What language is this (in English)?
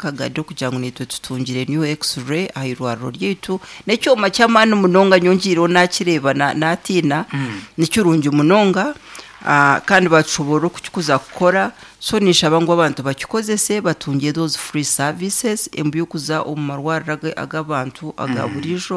Nyankole